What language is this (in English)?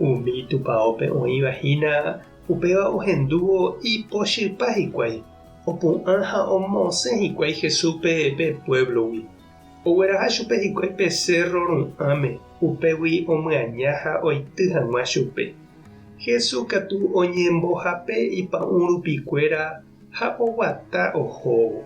Guarani